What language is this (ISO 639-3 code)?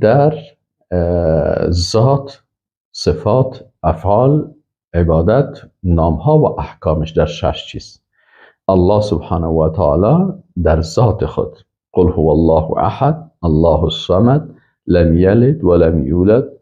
fas